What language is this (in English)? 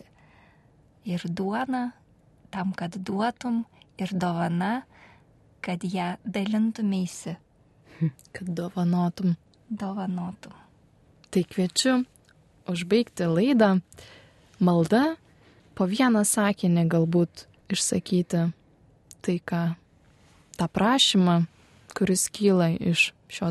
Lithuanian